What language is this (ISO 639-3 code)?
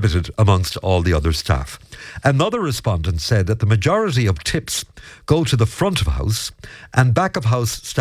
eng